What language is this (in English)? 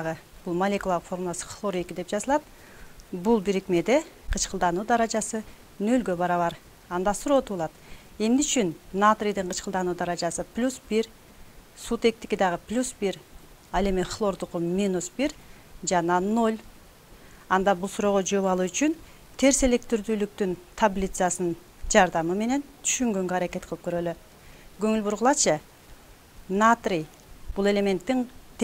Kyrgyz